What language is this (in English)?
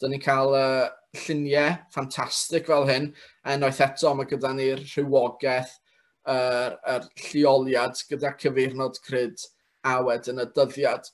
Welsh